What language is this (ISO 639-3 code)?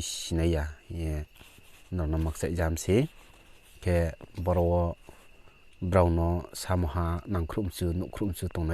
ria